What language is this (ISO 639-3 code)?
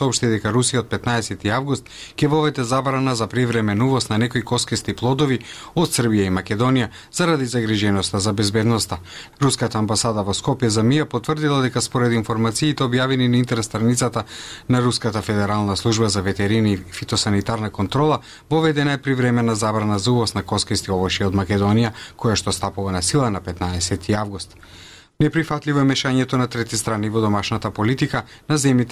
mkd